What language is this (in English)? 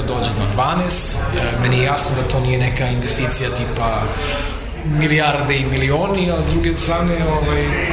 Serbian